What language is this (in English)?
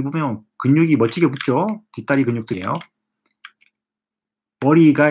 Korean